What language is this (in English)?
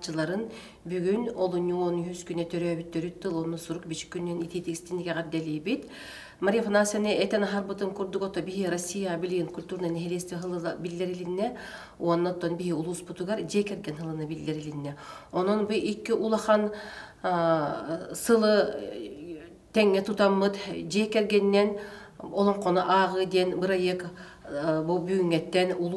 Yakut